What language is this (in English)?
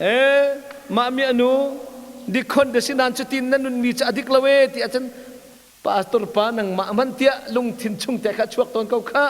Hakha Chin